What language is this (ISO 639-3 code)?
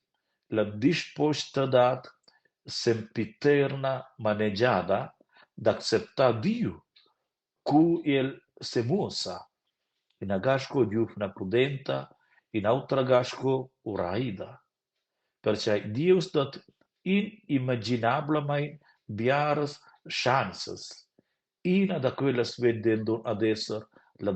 roh